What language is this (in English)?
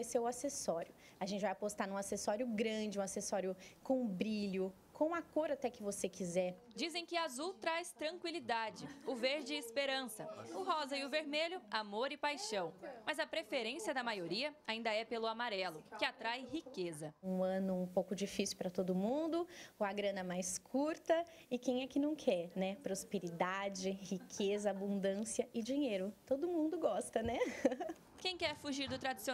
Portuguese